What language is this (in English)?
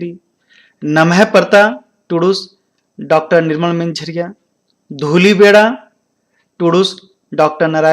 Kurukh